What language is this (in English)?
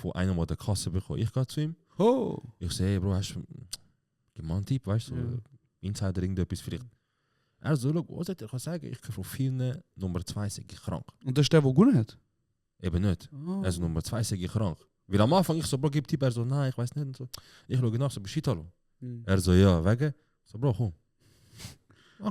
Swiss German